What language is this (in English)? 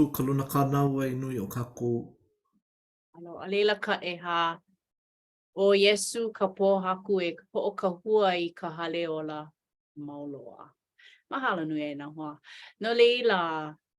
Hawaiian